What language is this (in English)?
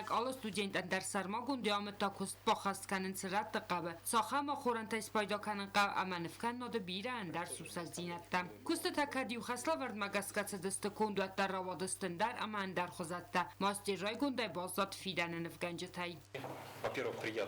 Ossetic